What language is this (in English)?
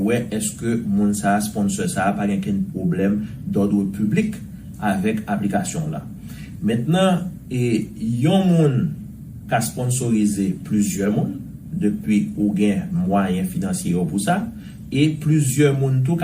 Haitian Creole